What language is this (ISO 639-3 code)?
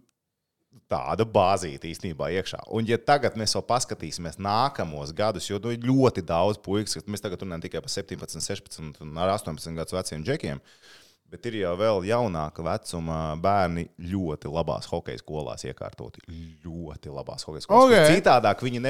lav